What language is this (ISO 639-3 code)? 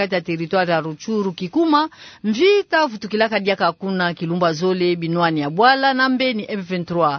ktu